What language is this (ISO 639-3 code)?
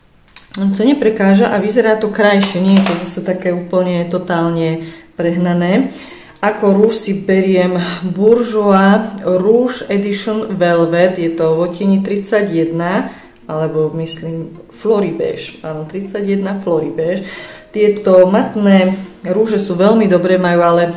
slk